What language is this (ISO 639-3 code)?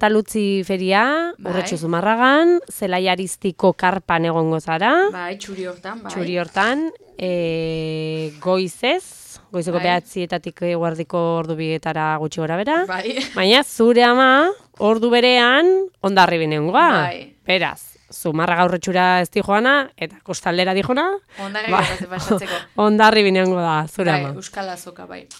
eus